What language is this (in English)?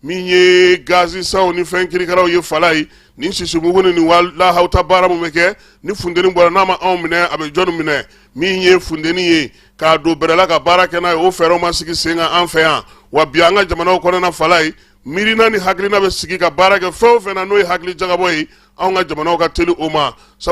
Bambara